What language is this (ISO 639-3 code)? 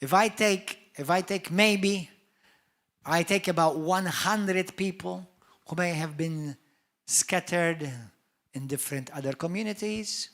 eng